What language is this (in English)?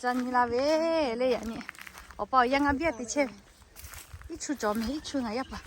Lahu